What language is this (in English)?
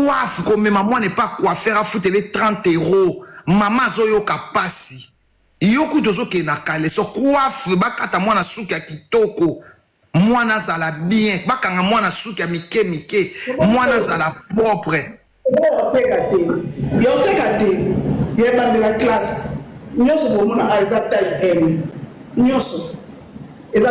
Lingala